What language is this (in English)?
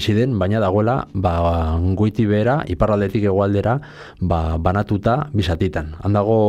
Basque